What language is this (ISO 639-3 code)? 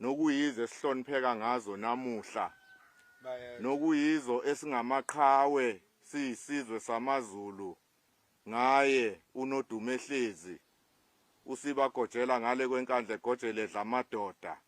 zul